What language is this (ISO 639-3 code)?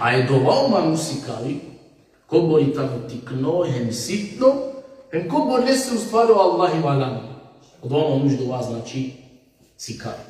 rmn